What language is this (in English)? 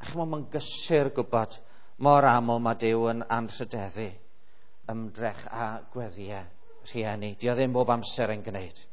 Welsh